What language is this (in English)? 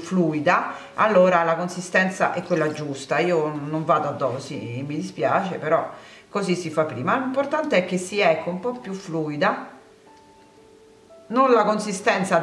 Italian